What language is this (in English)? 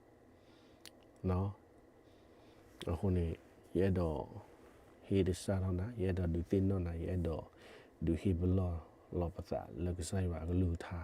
S'gaw Karen